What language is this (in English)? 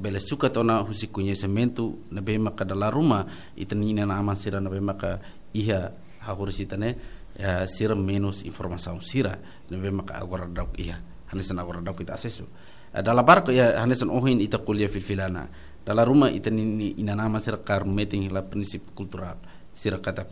Tetum